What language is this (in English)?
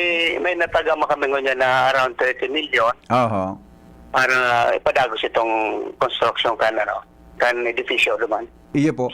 Bikol